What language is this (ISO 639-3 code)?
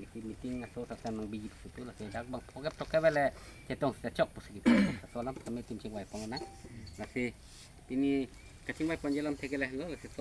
mjw